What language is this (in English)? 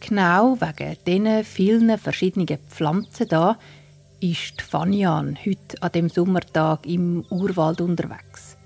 Swiss German